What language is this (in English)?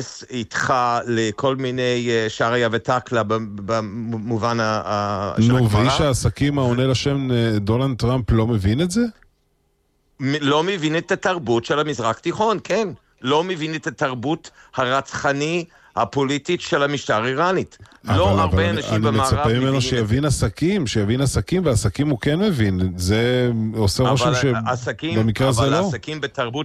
Hebrew